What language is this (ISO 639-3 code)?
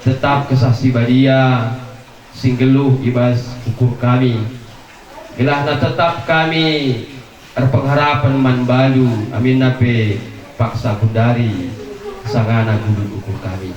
btx